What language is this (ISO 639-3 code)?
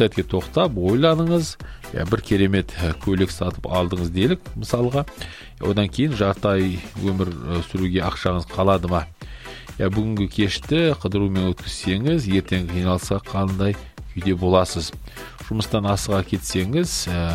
kaz